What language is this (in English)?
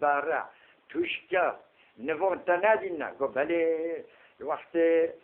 Kurdish